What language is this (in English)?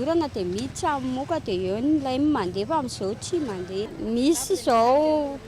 Malagasy